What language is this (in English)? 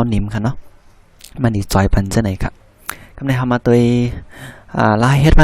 Shan